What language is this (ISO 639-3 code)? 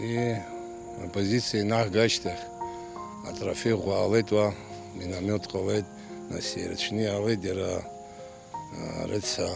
abk